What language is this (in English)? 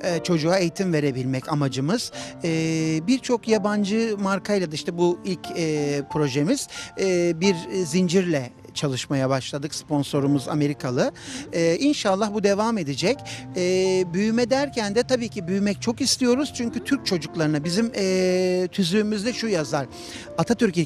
Turkish